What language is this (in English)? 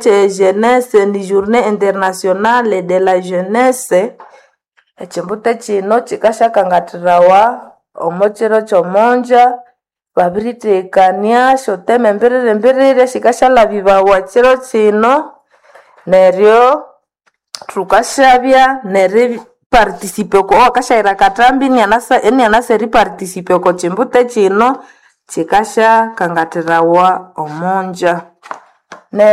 Nande